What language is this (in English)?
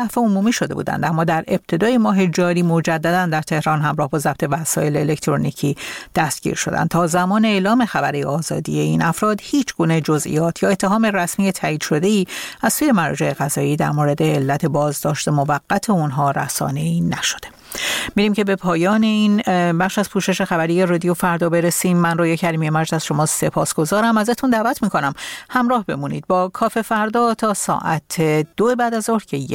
Persian